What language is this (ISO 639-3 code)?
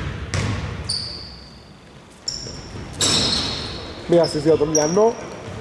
ell